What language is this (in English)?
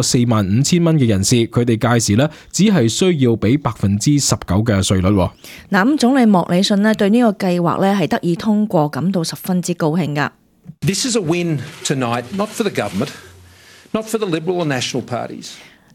Cantonese